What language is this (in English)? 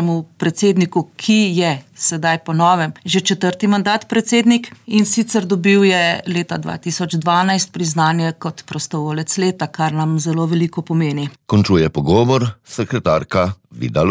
Slovenian